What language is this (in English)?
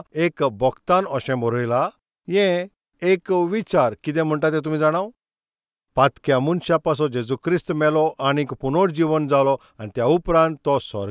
Konkani